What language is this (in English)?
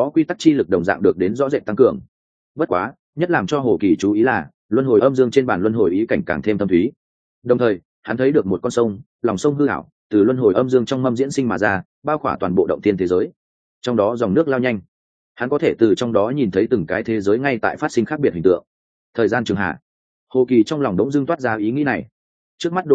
Vietnamese